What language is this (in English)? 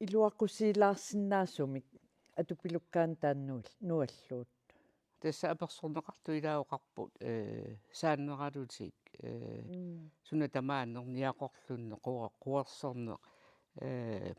Kalaallisut